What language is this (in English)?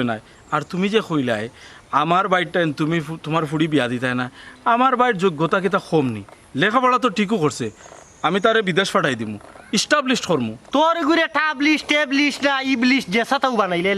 Sylheti